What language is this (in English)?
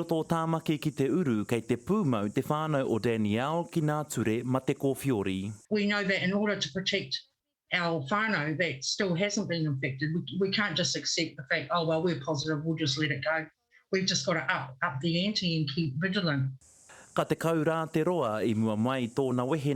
Māori